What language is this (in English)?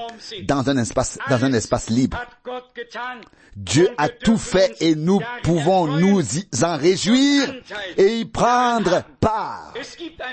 French